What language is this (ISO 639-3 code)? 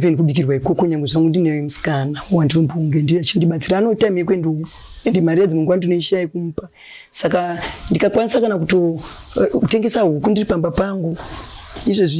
sna